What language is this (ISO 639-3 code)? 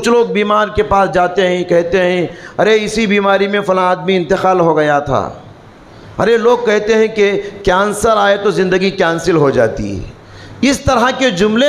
urd